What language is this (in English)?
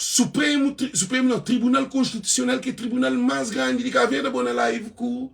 Kabuverdianu